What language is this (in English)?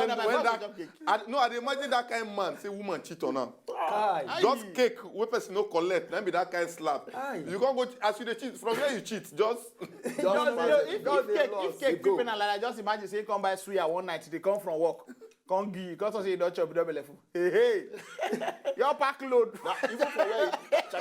Nigerian Pidgin